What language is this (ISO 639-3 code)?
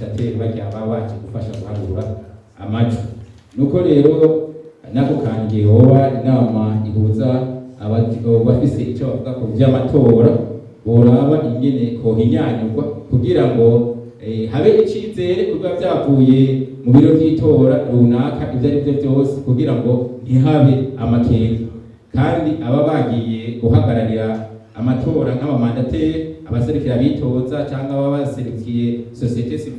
run